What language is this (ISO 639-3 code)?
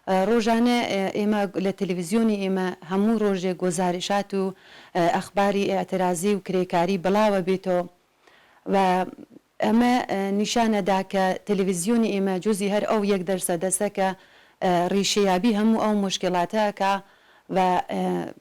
ckb